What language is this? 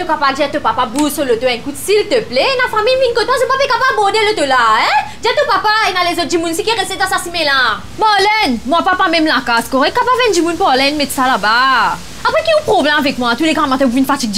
Morisyen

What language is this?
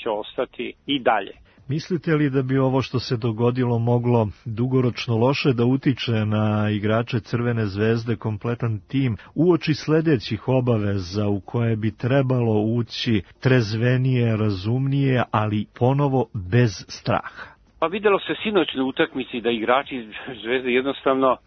Serbian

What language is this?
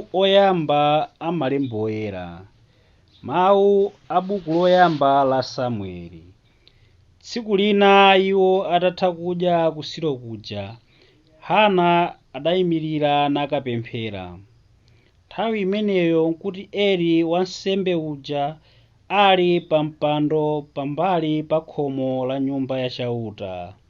Nyanja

